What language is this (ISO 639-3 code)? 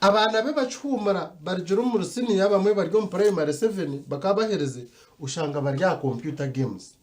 nyn